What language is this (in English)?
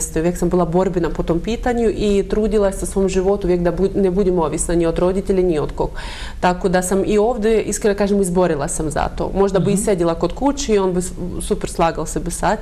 Bosnian